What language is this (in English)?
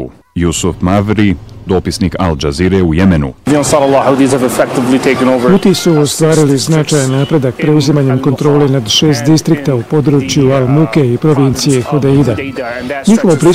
Bosnian